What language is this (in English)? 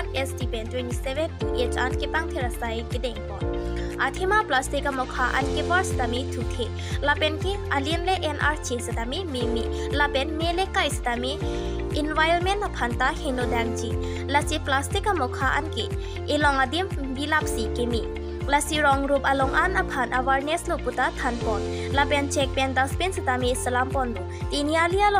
Karbi